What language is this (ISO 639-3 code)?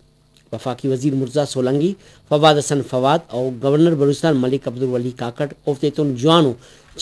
brh